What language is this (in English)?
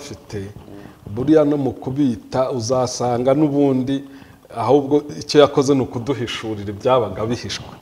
Kinyarwanda